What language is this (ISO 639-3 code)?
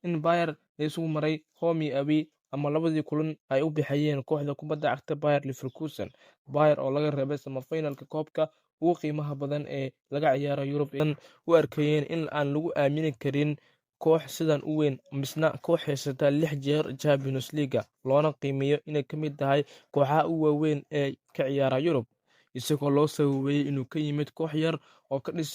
som